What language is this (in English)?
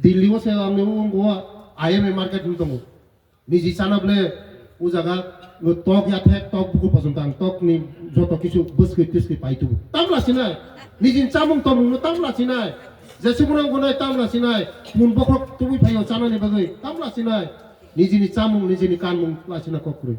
Riang (India)